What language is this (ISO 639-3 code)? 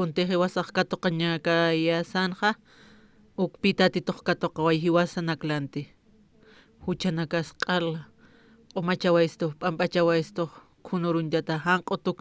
aym